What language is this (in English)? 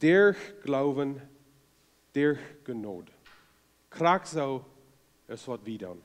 Plautdietsch